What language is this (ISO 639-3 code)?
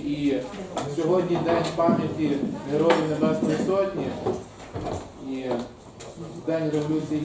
ukr